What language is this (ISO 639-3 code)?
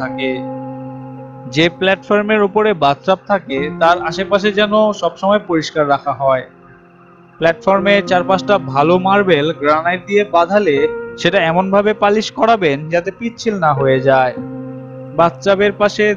ben